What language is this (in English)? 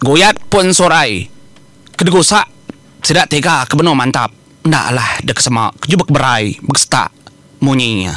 Iban